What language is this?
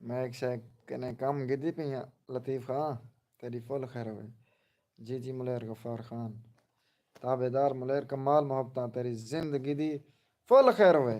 Saraiki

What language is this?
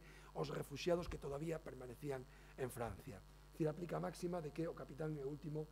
Galician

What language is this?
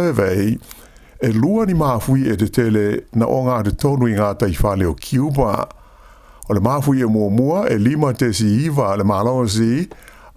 Samoan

